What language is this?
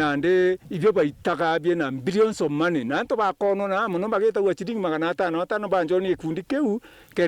Meru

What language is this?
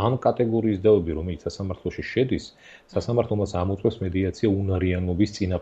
Georgian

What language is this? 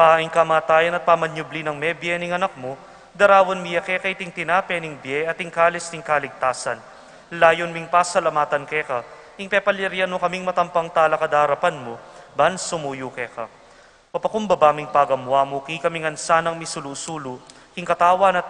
Pampanga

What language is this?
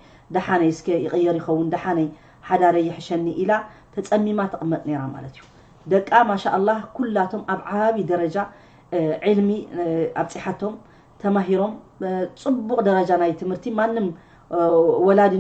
Tigrinya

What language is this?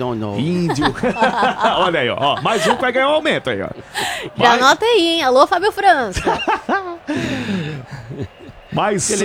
Portuguese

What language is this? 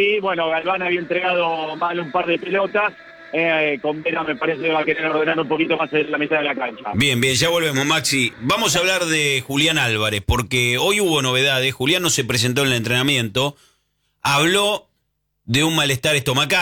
Spanish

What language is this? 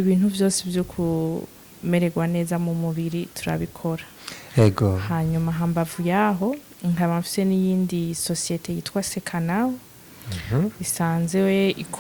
Rundi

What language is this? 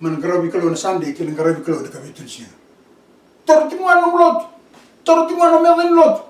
Fijian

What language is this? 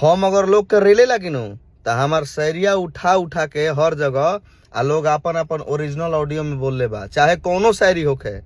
Bhojpuri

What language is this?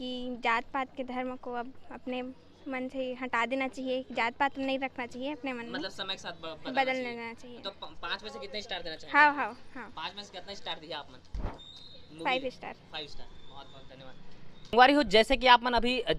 Chhattisgarhi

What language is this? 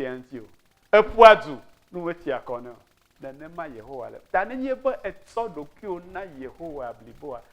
Ewe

